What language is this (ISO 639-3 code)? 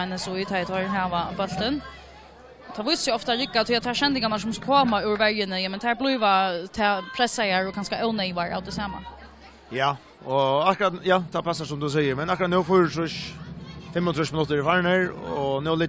fao